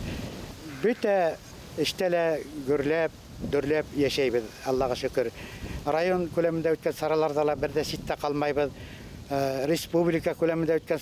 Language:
Bashkir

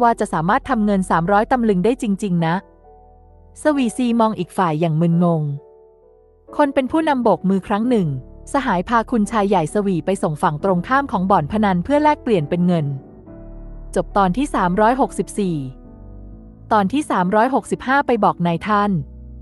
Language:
Thai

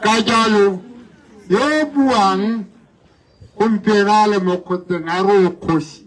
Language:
Tswana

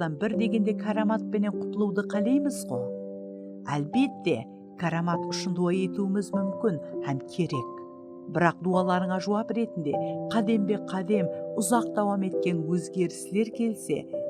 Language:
Kara-Kalpak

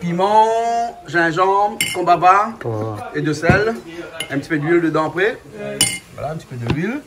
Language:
Réunion Creole French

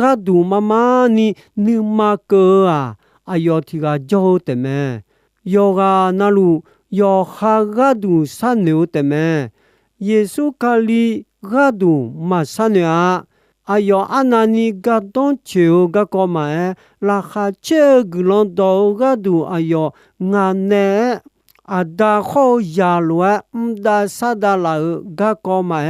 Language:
Akha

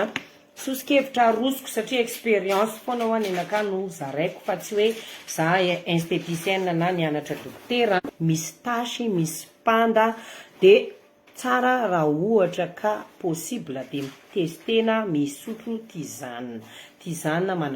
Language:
Malagasy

